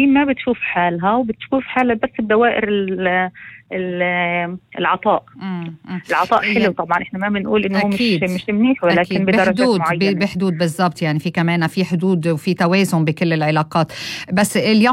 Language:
North Levantine Arabic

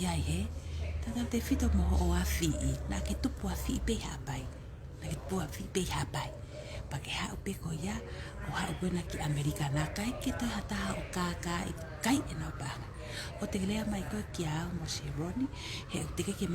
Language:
Tongan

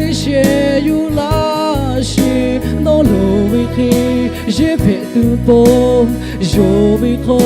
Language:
Lahu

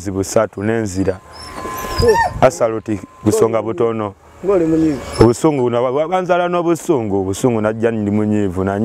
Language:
Ganda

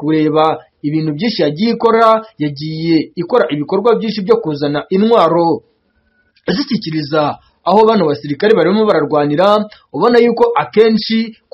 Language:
Kinyarwanda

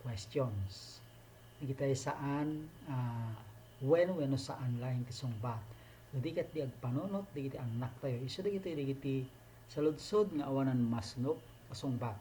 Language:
Iloko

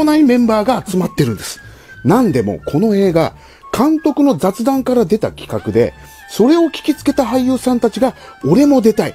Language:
Japanese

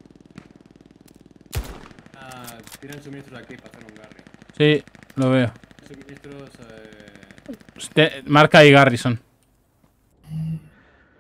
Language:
Spanish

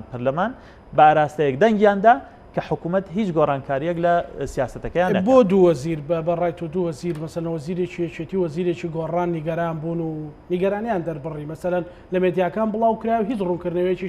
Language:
Central Kurdish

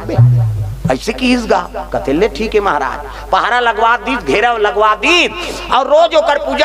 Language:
Chhattisgarhi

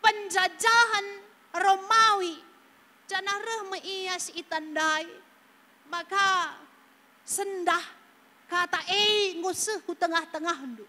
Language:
Batak Karo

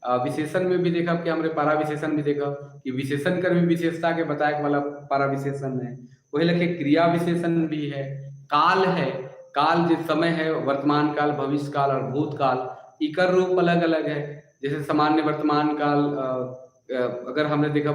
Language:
Sadri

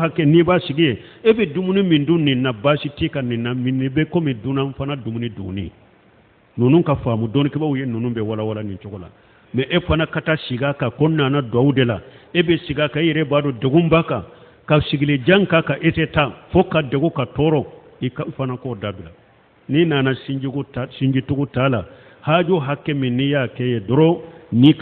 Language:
Bambara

